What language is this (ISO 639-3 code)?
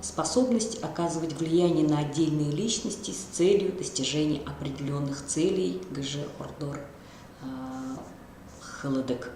bua